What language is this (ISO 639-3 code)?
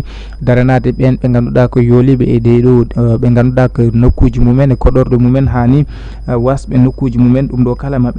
ful